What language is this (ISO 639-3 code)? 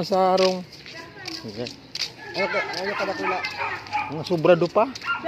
bik